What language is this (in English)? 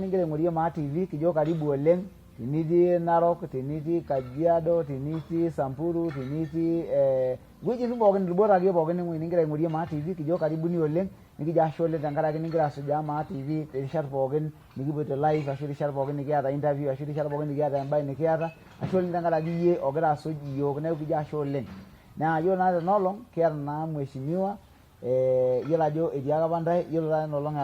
Masai